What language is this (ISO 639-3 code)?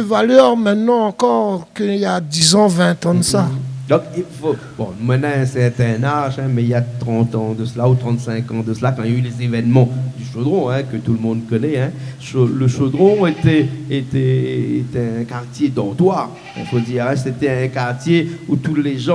rcf